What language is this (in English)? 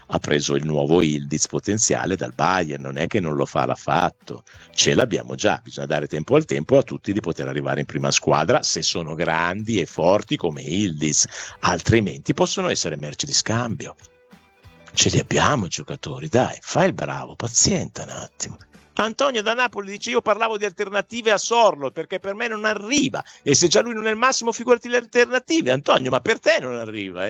Italian